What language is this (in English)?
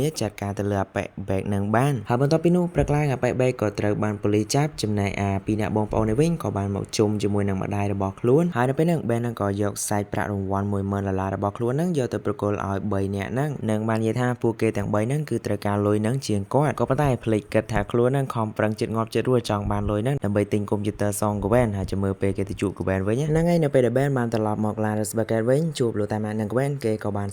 Khmer